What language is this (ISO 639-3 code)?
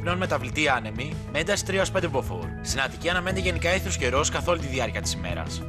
ell